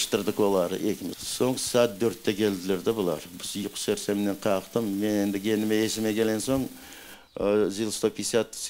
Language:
Crimean Tatar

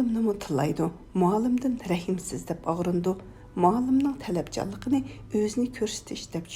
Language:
Uyghur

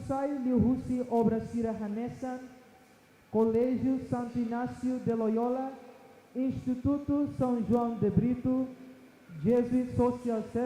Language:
Tetum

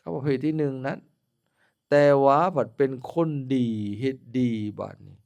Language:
Lao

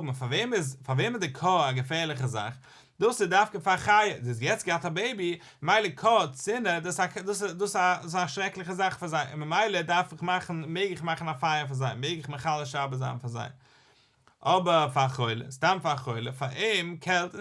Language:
Yiddish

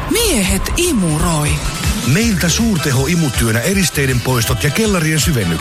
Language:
Finnish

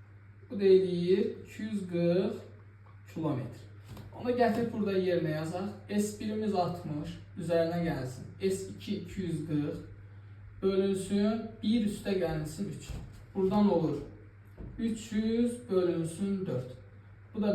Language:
Azerbaijani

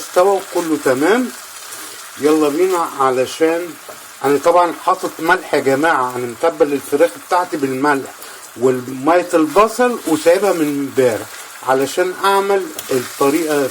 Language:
Egyptian Arabic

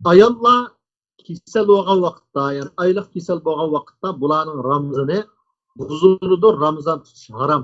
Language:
Uyghur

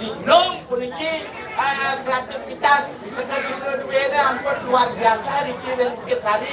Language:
Balinese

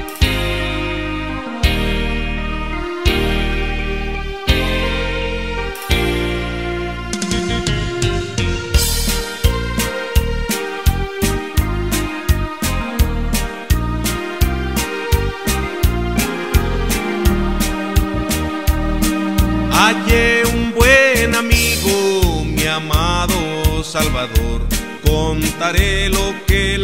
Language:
Spanish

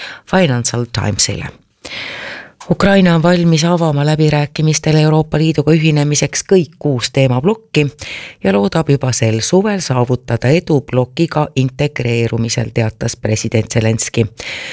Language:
Estonian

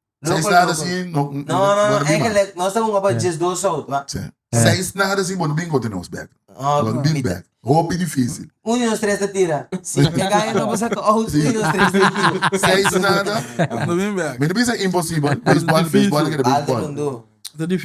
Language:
Papiamento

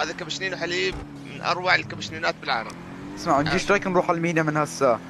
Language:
North Levantine Arabic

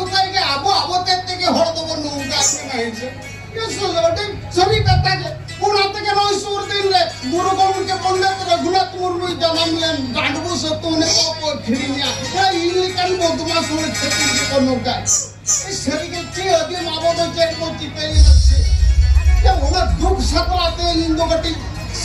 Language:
Santali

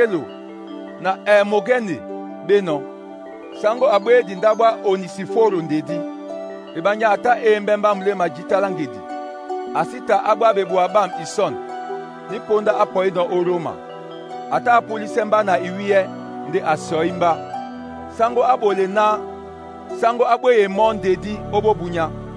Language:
Duala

